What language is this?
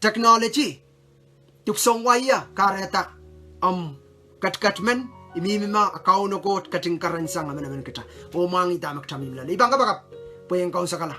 Pohnpeian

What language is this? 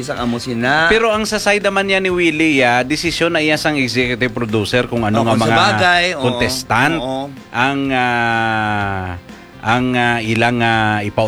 Hiligaynon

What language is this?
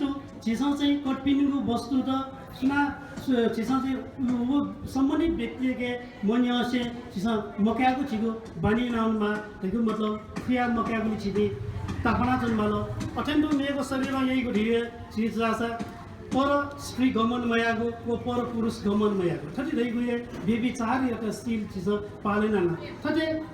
Newari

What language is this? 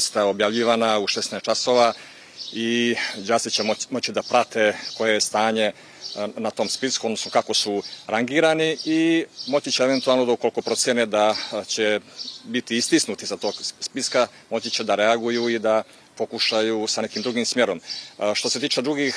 Serbian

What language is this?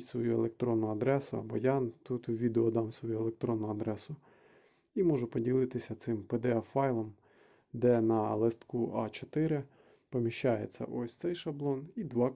Ukrainian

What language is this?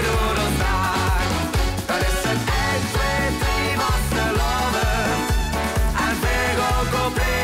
Limburgish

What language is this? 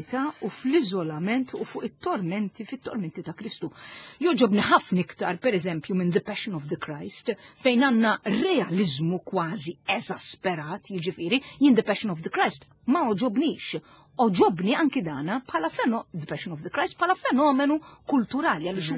Maltese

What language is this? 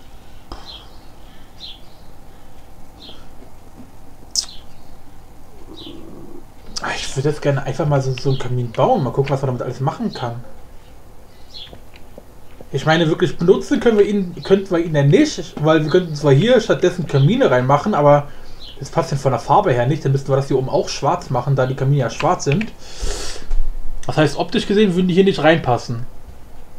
German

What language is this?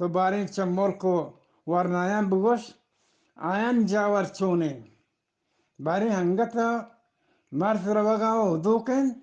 Eastern Balochi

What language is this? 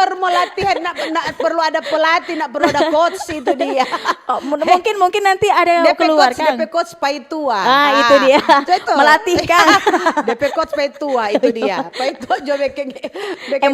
Manado Malay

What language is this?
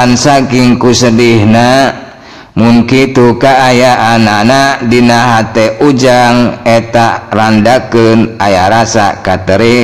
Sundanese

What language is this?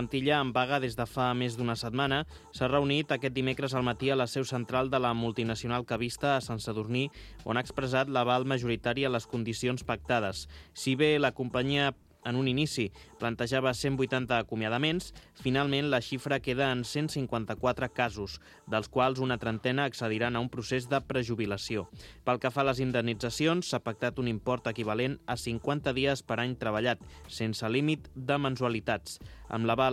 Catalan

